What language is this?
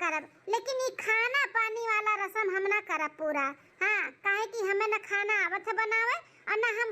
Awadhi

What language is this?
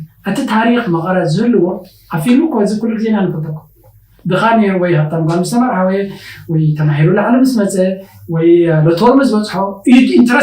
Tigrinya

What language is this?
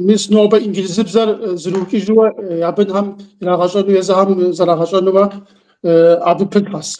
Kabardian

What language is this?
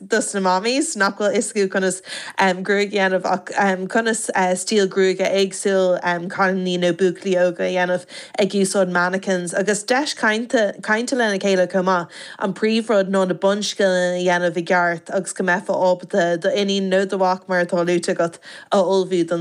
Irish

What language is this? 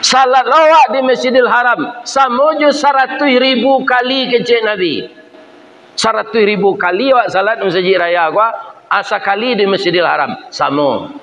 Minangkabau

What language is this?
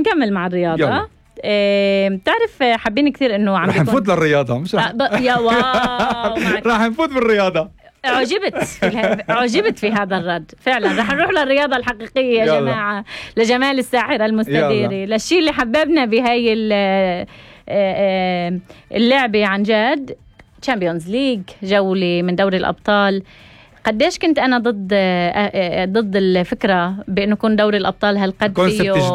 North Levantine Arabic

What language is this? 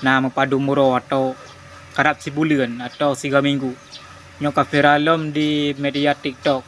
Achinese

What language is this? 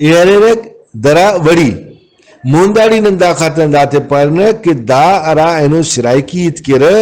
Brahui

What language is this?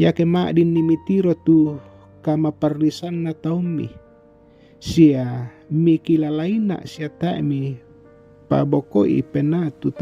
Toraja-Sa'dan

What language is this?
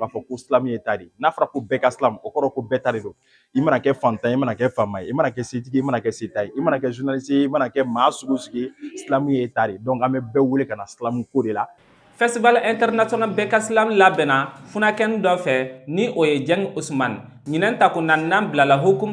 Bambara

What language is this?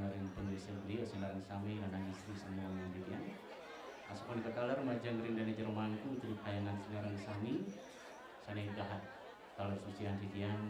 Balinese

